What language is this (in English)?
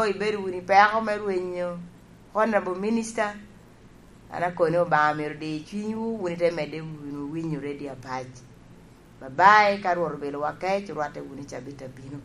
Lango (Uganda)